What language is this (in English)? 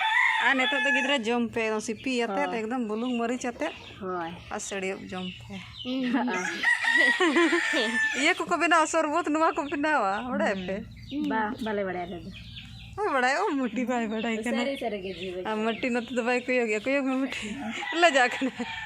Santali